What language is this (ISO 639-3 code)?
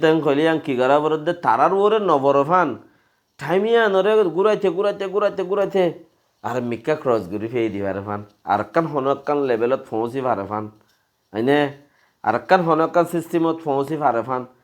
rhg